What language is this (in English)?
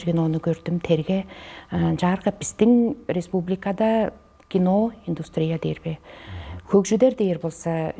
Tuvinian